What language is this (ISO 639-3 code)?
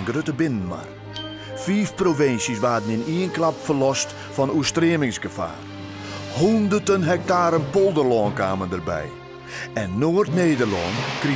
fry